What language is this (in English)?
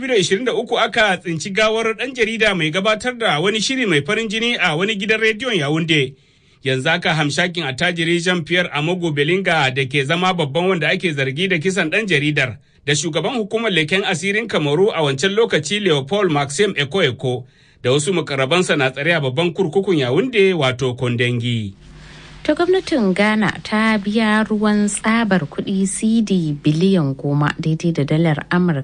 Hausa